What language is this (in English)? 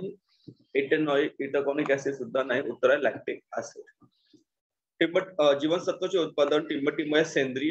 Marathi